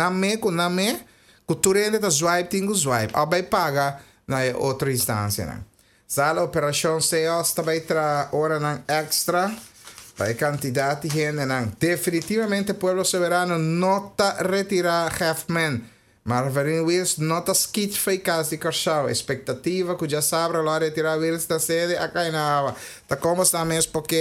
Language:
Papiamento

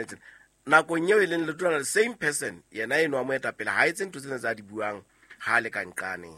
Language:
Southern Sotho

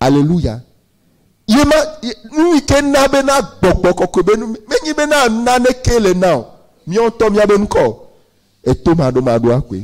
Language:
Ewe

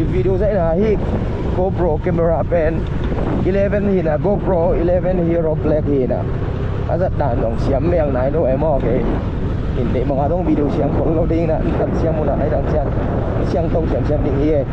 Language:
Tedim Chin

